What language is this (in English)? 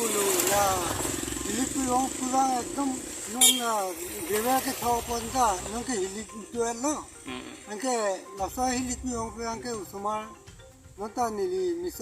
Karbi